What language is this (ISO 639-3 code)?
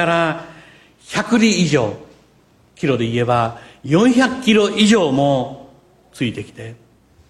jpn